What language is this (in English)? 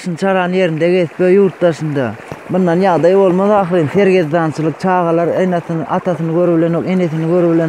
Turkmen